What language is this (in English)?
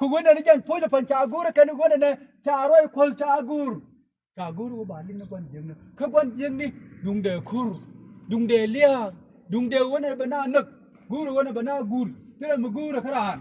Nuer